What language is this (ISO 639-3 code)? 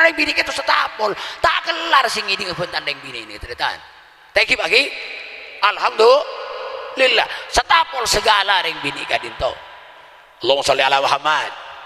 mad